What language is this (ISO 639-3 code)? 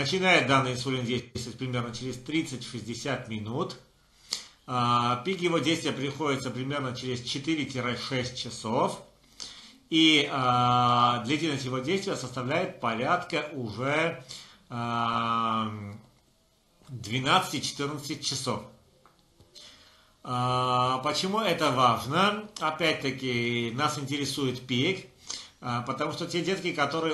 rus